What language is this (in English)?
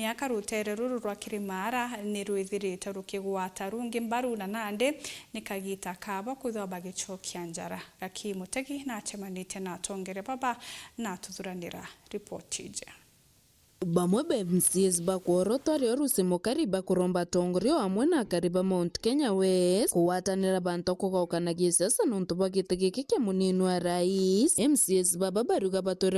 Meru